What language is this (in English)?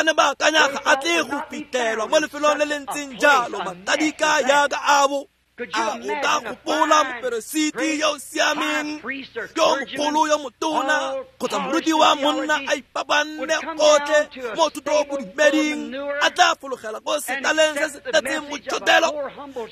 Tswana